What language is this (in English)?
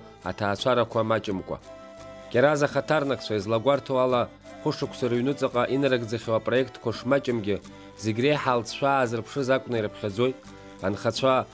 Abkhazian